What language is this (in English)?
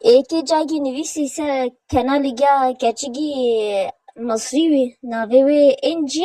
Kurdish